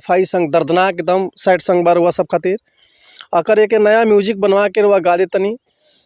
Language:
Bhojpuri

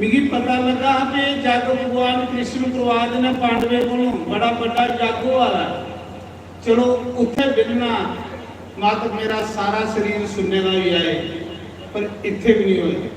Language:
Dogri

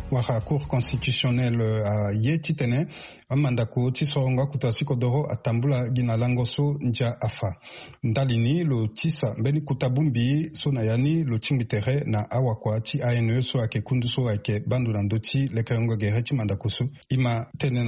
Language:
Sango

